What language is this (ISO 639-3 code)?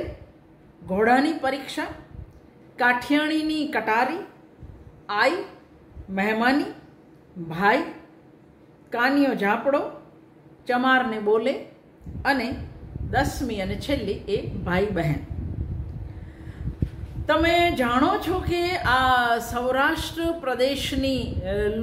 guj